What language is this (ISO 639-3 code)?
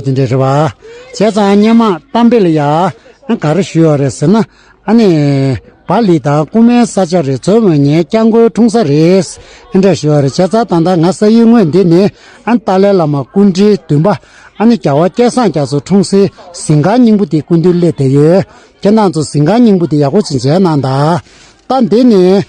bod